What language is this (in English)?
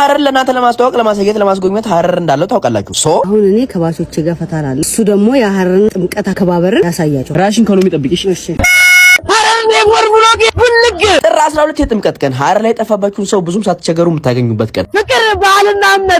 Amharic